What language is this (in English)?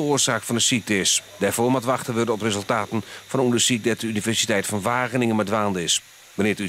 Western Frisian